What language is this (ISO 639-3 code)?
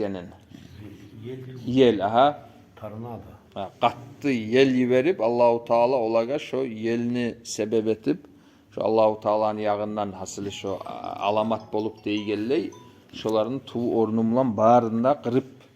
kum